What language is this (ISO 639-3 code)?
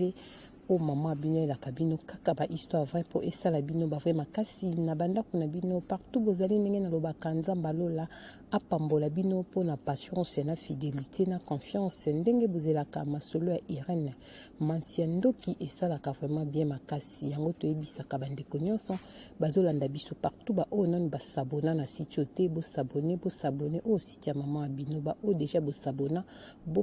lin